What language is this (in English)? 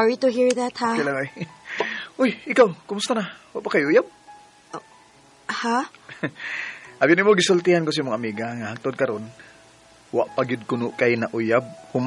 Cebuano